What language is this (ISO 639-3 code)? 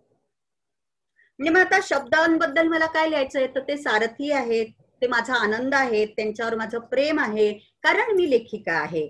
mar